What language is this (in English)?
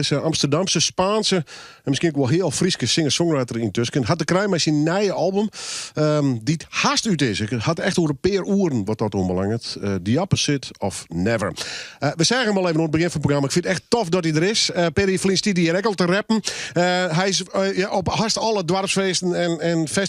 Western Frisian